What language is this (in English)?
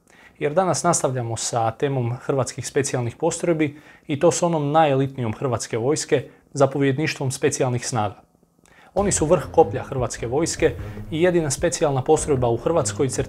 Croatian